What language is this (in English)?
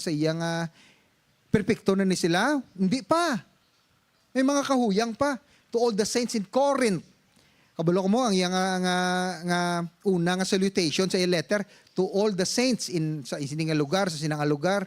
Hiligaynon